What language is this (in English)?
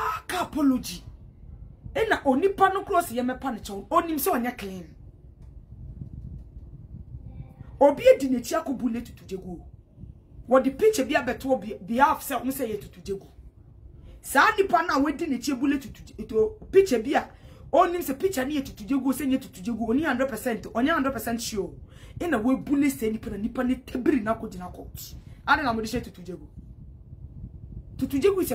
Akan